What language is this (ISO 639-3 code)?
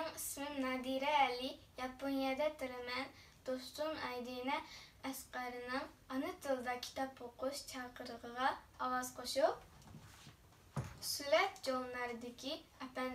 uig